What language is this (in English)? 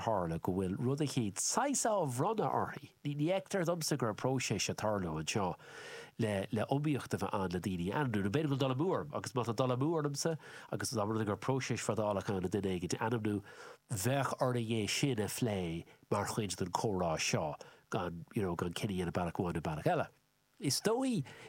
Irish